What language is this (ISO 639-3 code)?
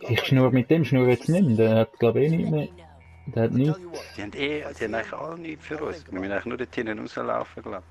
gsw